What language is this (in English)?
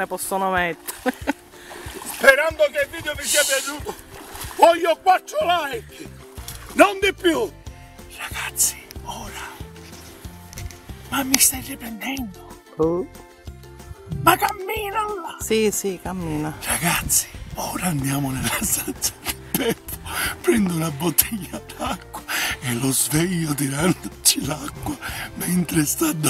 Italian